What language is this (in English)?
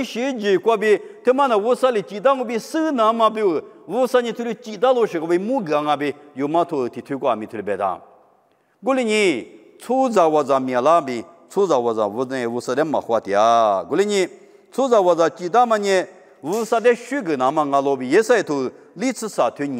Lisu